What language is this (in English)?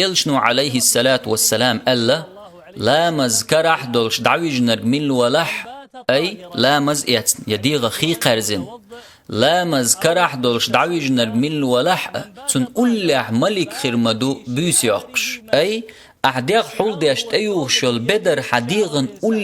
Chechen